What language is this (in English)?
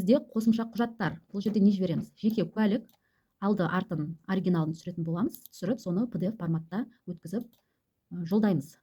Kazakh